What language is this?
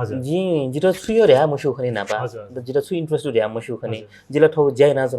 Newari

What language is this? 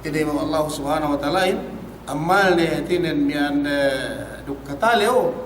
Yakan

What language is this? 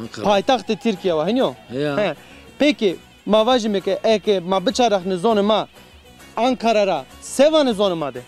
Zaza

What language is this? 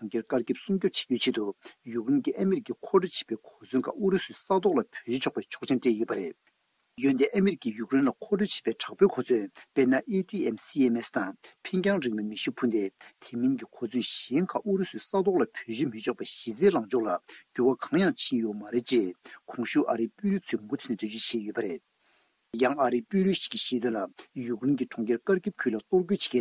Tibetan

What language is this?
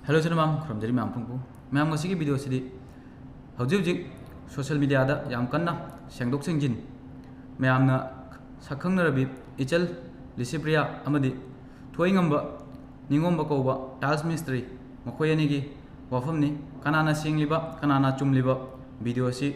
Manipuri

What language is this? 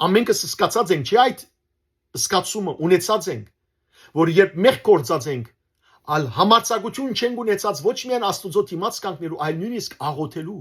Western Armenian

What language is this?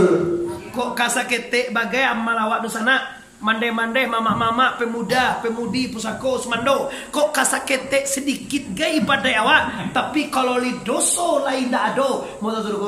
Minangkabau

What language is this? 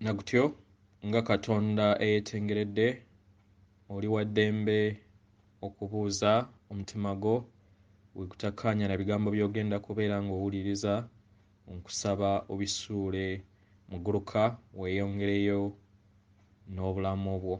Ganda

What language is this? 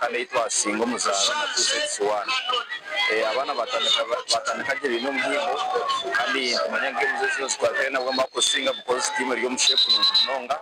Nyankole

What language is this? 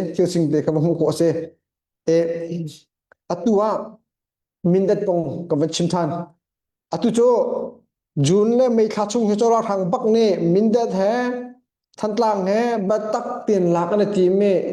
Hakha Chin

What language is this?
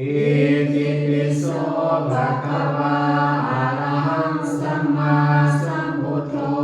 Pali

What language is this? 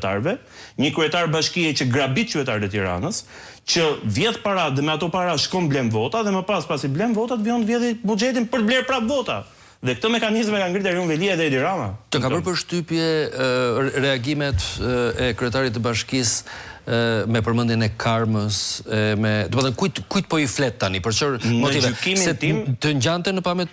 Albanian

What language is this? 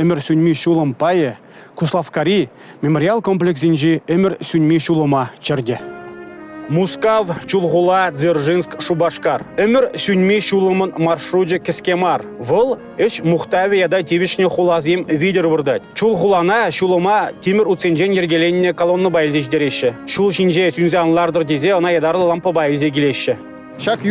Chuvash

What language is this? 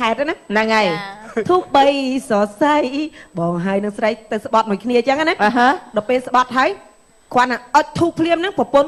Khmer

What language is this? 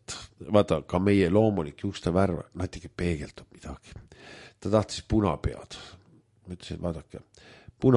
Estonian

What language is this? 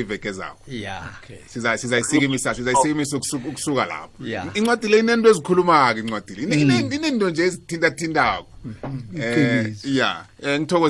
South Ndebele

